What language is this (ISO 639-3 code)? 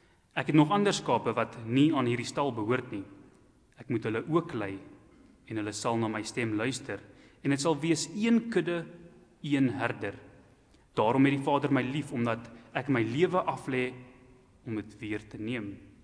afr